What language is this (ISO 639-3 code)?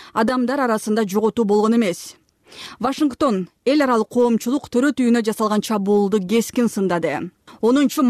kir